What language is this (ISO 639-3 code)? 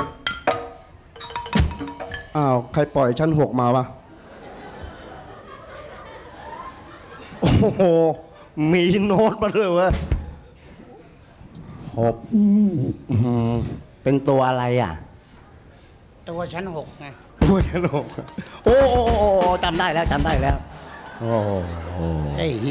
tha